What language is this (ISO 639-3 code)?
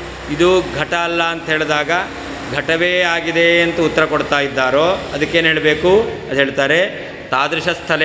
kan